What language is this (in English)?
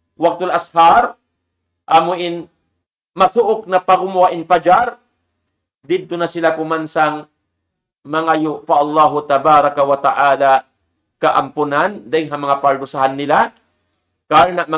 Tausug